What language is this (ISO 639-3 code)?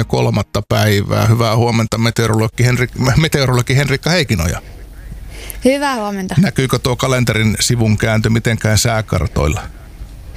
fin